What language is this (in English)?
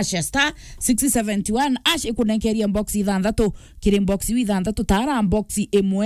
Meru